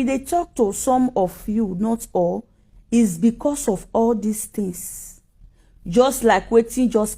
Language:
Nigerian Pidgin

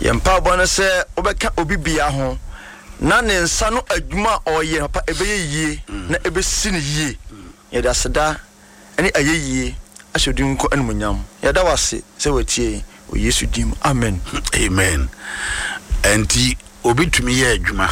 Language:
Akan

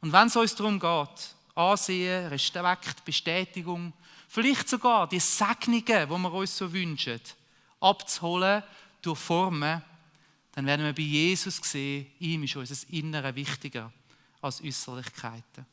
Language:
Swiss German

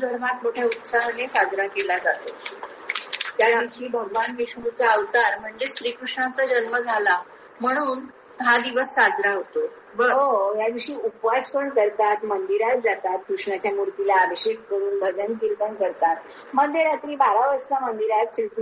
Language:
Marathi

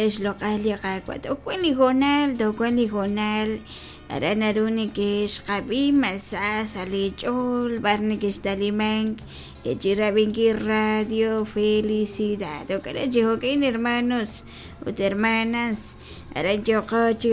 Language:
Kekchí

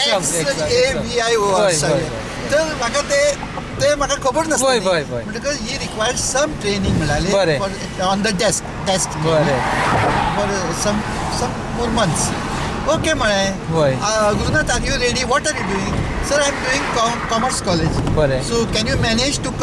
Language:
Konkani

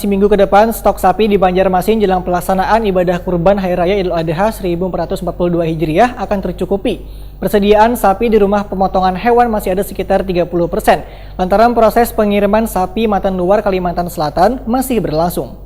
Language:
Banjar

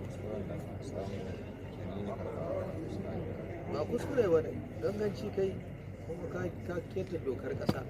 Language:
Hausa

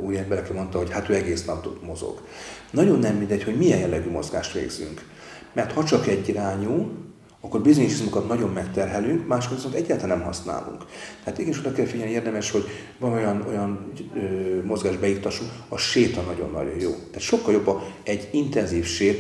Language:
Hungarian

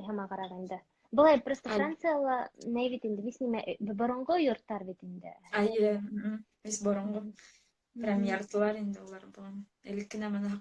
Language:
Bashkir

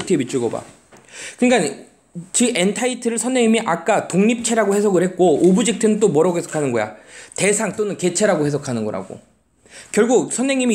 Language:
Korean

